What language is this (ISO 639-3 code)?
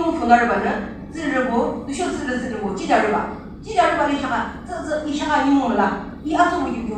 yim